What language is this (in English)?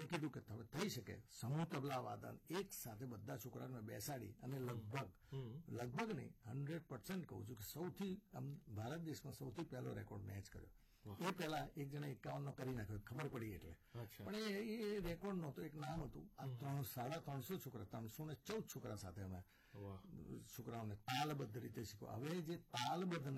Gujarati